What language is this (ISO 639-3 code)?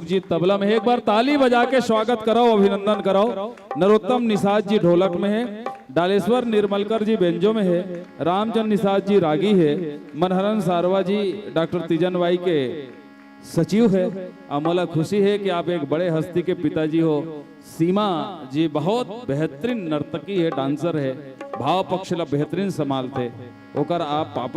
hne